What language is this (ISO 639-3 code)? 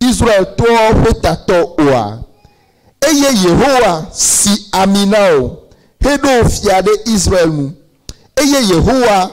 ewe